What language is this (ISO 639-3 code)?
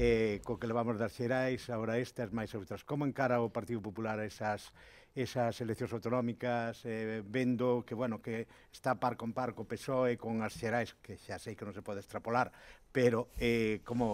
glg